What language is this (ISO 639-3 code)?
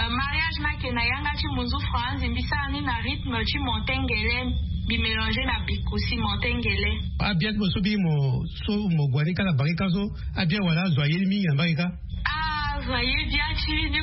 sag